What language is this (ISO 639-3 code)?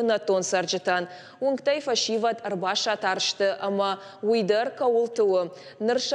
oss